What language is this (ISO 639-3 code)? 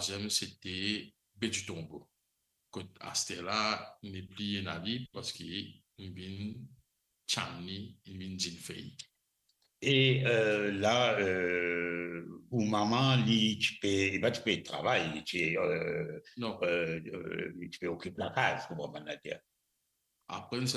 mfe